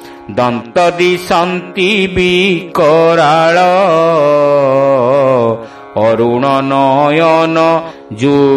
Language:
Odia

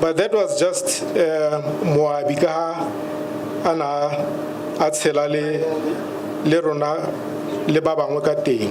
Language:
Tswana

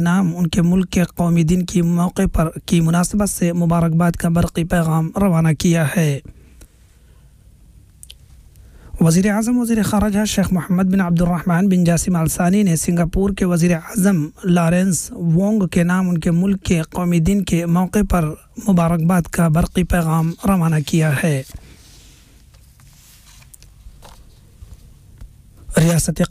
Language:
Urdu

